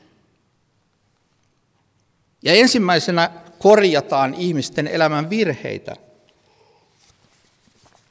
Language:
Finnish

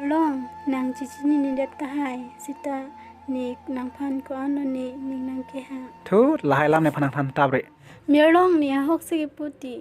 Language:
Karbi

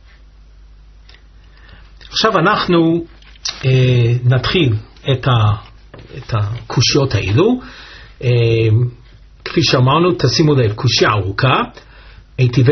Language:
Hebrew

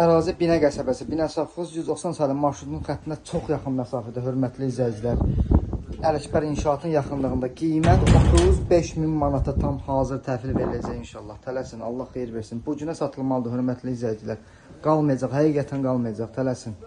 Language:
Azerbaijani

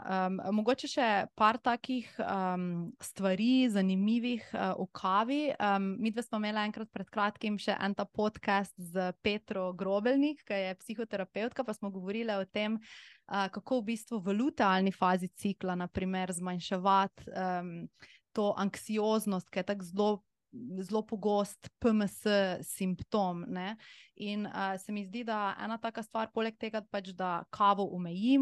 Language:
Slovenian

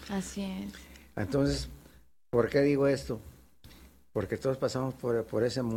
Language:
Spanish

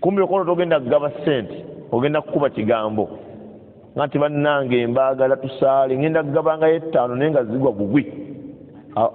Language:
Ganda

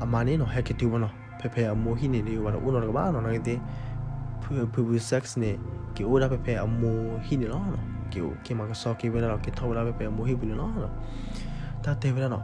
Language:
S'gaw Karen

